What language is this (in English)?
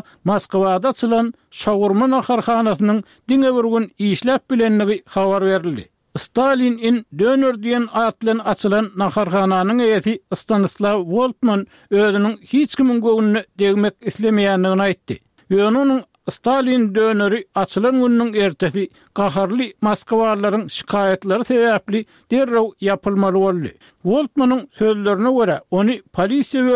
Turkmen